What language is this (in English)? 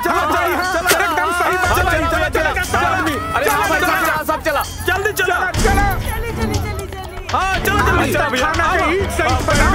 Bhojpuri